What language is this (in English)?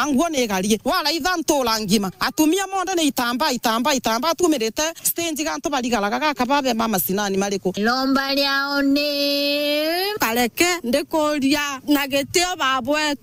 Meru